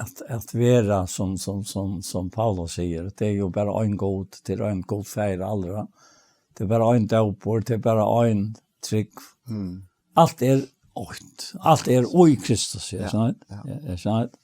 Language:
Faroese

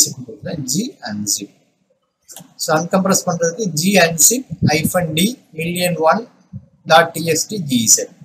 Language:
Tamil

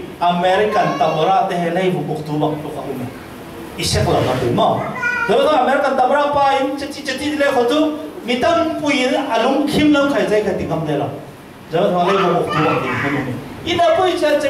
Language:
Falam Chin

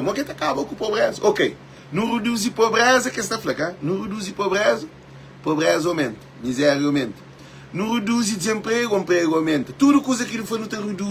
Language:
Kabuverdianu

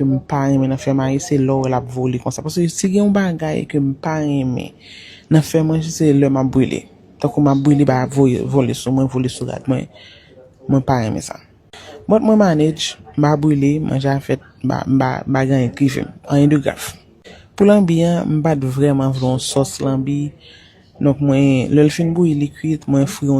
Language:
Haitian Creole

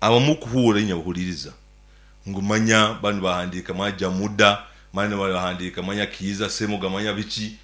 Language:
Nyankole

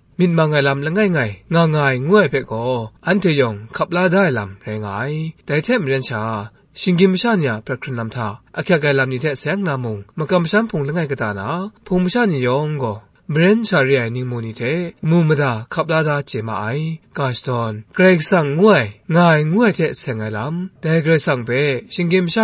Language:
Kachin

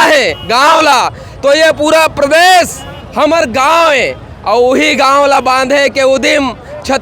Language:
Chhattisgarhi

